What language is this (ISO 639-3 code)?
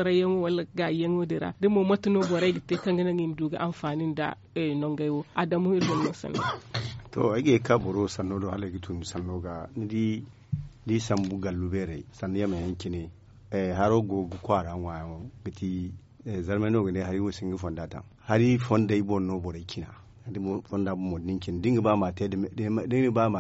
dje